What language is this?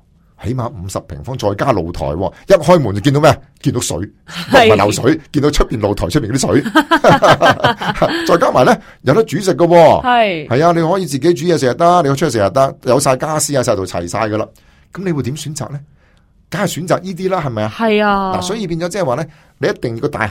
Cantonese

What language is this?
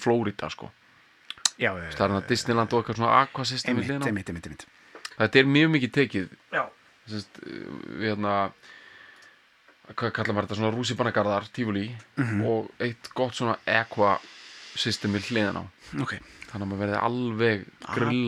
Icelandic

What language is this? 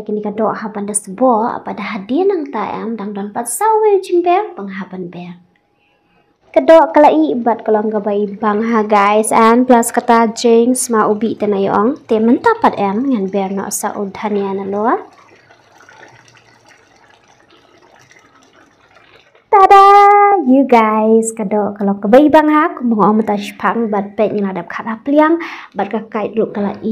Khasi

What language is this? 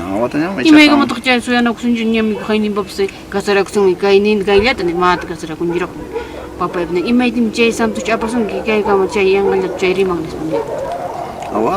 Ayacucho Quechua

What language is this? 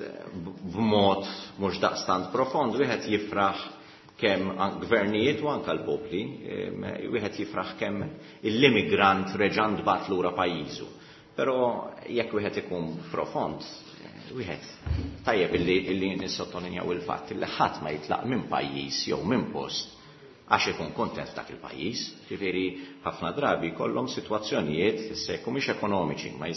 Maltese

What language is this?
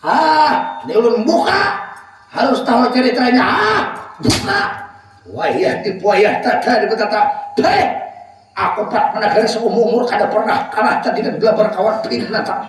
Banjar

